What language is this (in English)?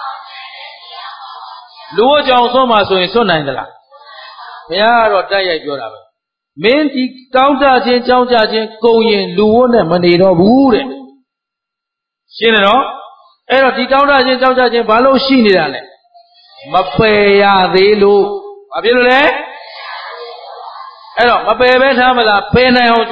Burmese